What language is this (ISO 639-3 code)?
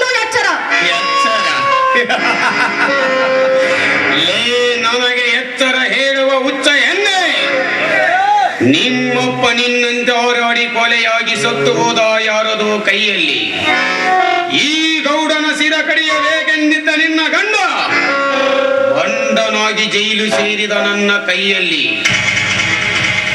kan